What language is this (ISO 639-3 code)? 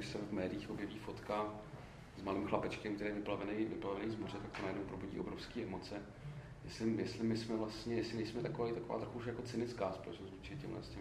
ces